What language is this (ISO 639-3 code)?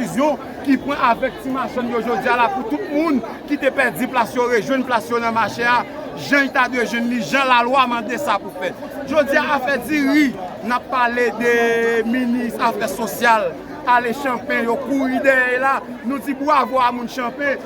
hat